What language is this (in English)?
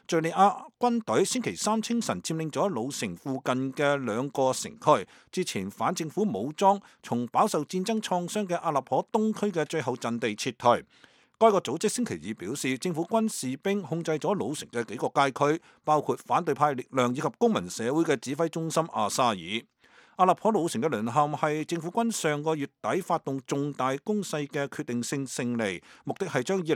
Cantonese